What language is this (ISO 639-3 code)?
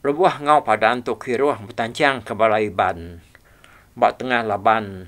iba